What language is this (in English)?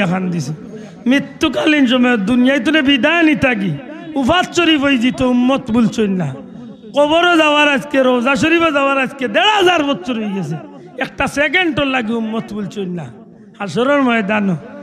Sylheti